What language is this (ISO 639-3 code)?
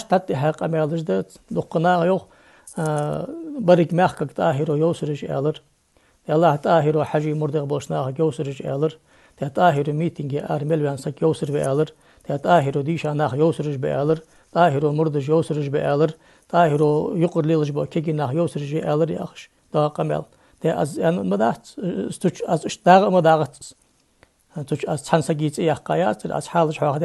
inh